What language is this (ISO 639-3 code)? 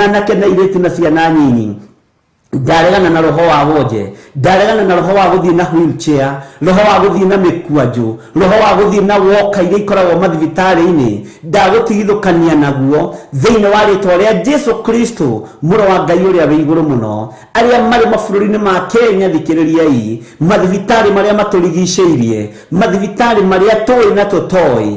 kik